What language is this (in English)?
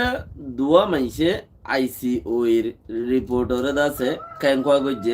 Rohingya